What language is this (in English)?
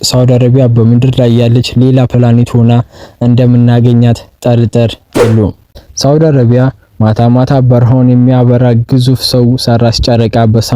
Amharic